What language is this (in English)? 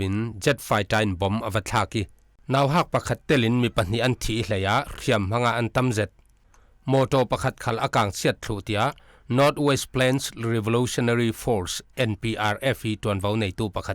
Falam Chin